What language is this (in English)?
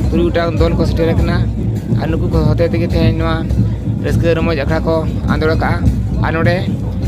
Santali